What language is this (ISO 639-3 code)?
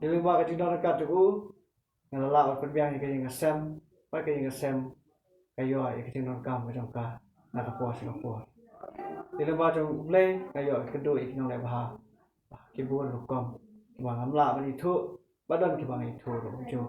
kha